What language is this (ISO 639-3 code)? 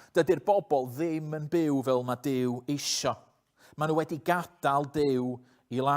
cym